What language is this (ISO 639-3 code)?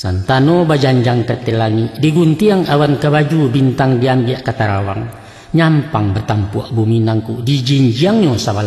min